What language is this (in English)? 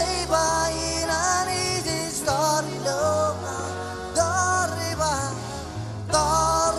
Marshallese